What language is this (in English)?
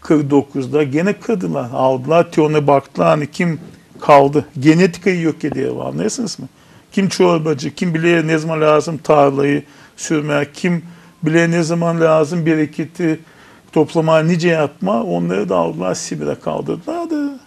Gagauz